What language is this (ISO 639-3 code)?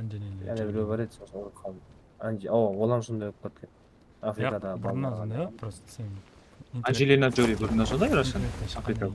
kaa